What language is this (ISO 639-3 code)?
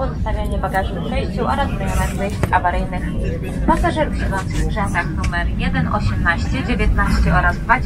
pol